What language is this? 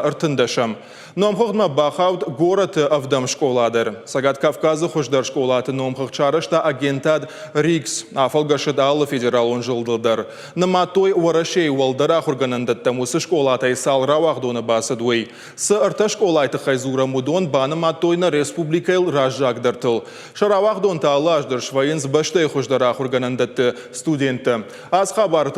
Ossetic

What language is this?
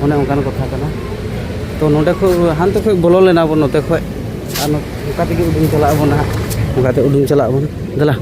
Santali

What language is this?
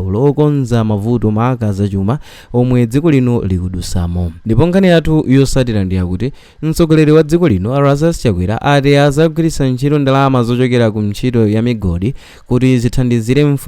Nyanja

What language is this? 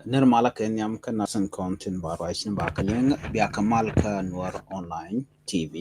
Nuer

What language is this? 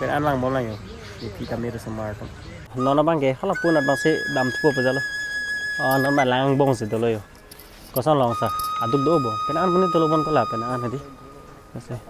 Karbi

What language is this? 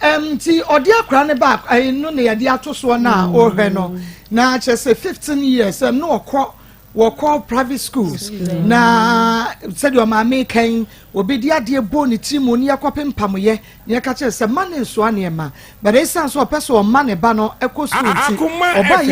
Akan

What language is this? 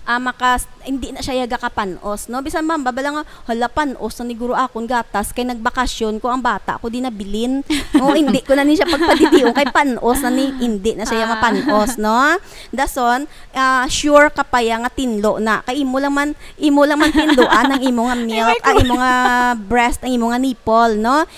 Hiligaynon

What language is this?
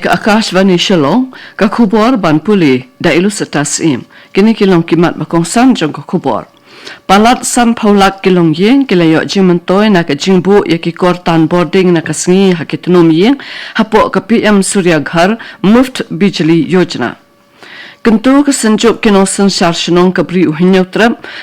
Khasi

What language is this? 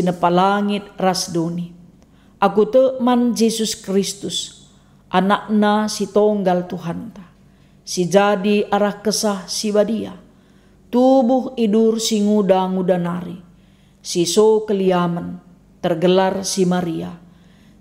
Batak Karo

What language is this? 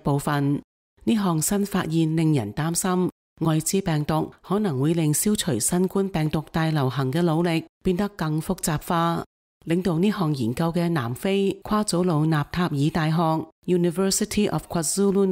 Cantonese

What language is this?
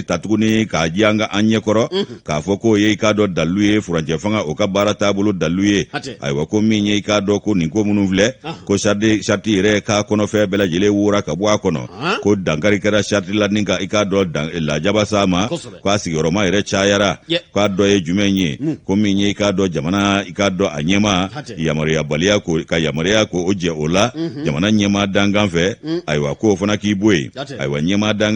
Bambara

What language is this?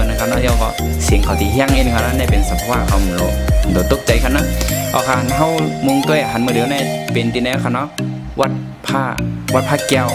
Shan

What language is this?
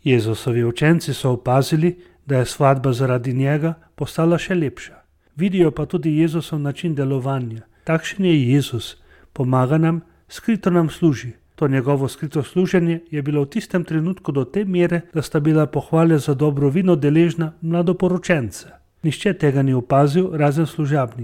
Slovenian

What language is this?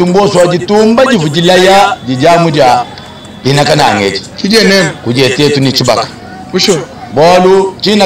Luba-Lulua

